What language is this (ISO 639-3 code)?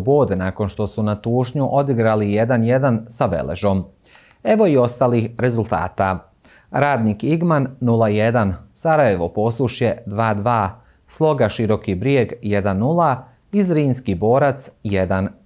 bos